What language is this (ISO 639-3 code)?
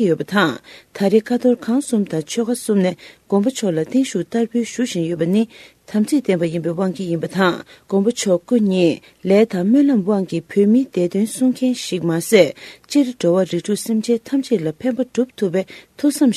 bod